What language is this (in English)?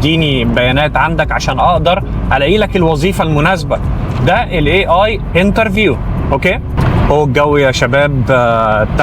Egyptian Arabic